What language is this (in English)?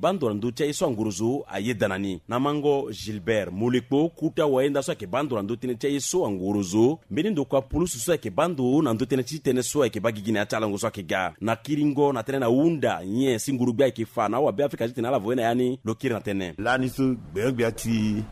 Sango